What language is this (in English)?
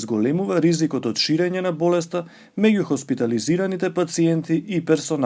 Macedonian